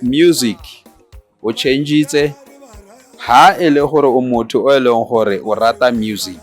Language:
Tswana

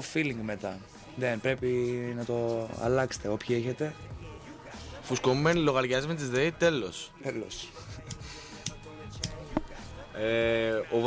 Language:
Greek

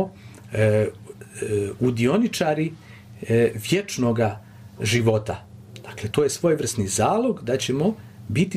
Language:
Croatian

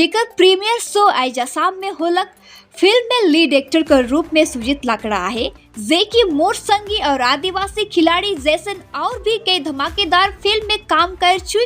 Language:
Sadri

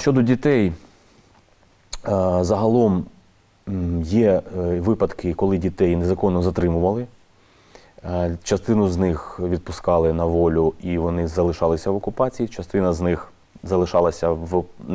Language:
Ukrainian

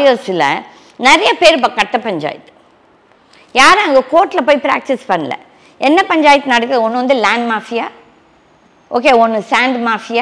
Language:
Tamil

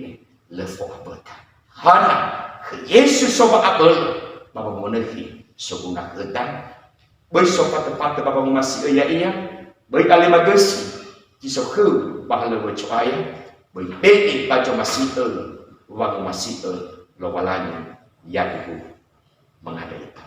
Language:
Nias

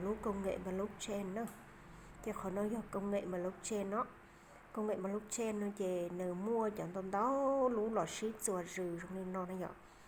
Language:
Hmong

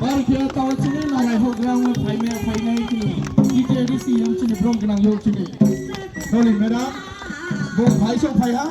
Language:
Riang (India)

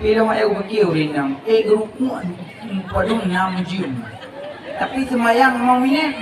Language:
Achinese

